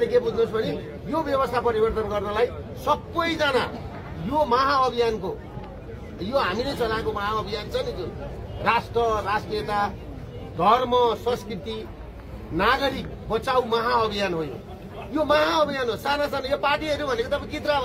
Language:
Nepali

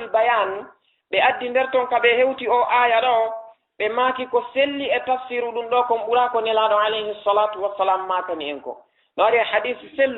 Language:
Fula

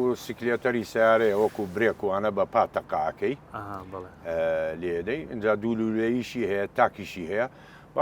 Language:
Central Kurdish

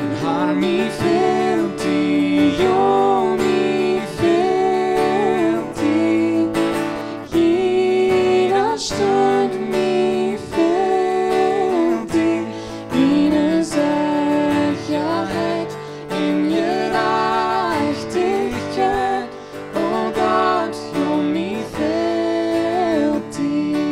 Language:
Plautdietsch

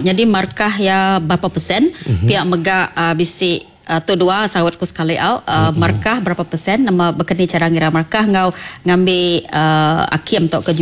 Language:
Iban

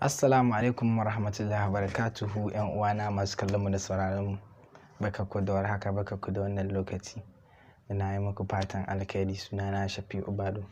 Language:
Hausa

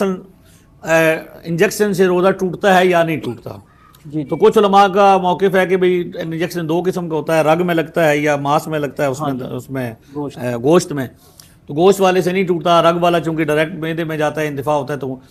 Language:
Urdu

